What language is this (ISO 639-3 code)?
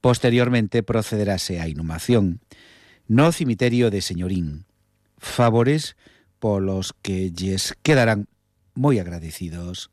glg